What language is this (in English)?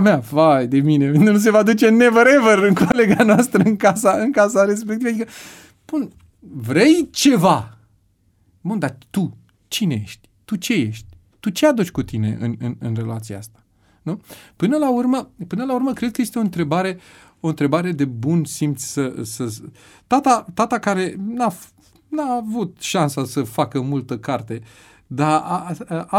Romanian